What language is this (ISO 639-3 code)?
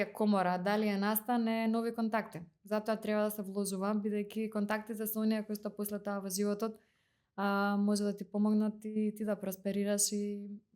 mkd